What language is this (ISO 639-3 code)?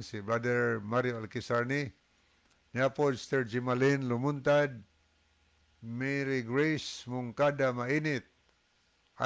ceb